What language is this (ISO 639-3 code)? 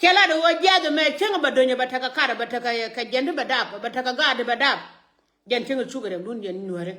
nus